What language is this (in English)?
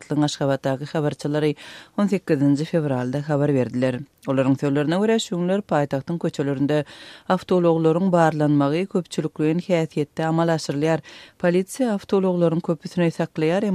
Turkmen